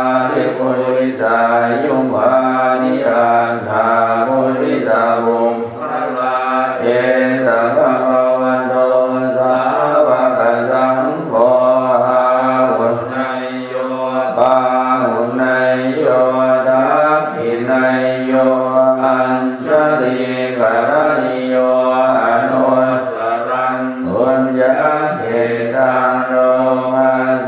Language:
Pali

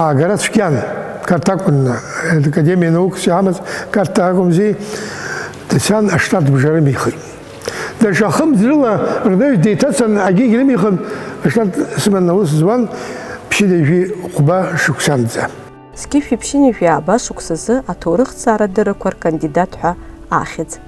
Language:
Abkhazian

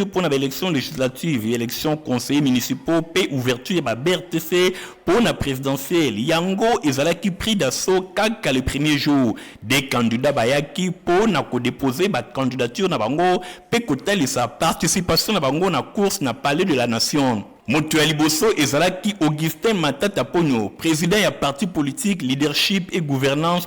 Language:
Lingala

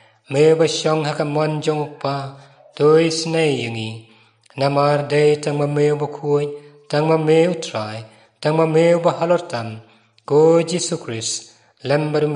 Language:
Khasi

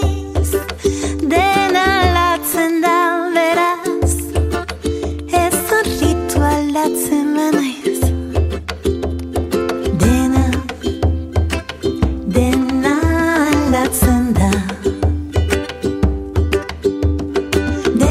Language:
Basque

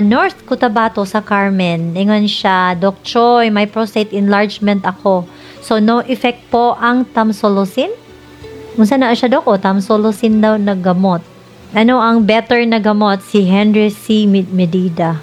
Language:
Cebuano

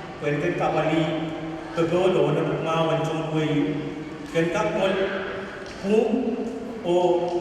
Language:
Pohnpeian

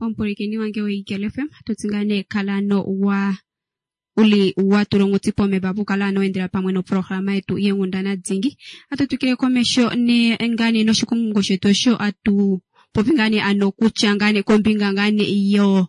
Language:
Kuanyama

